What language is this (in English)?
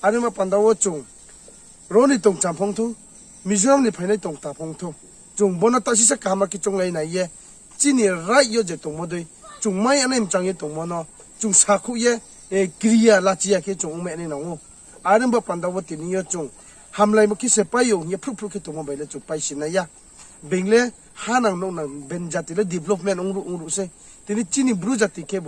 Riang (India)